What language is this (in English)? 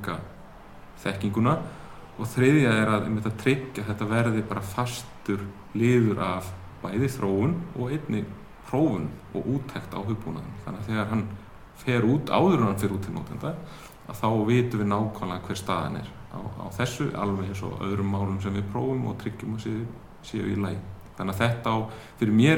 Icelandic